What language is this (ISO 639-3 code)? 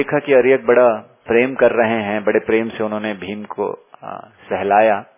hin